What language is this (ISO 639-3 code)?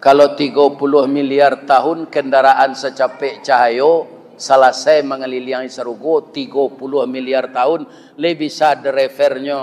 min